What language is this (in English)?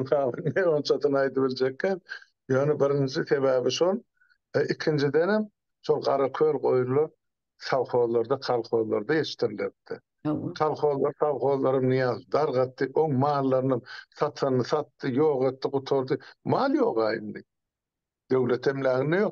Turkmen